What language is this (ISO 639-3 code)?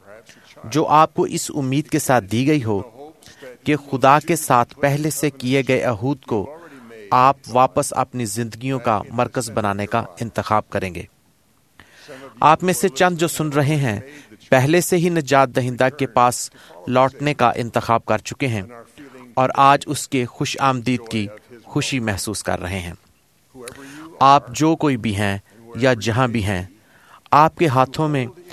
urd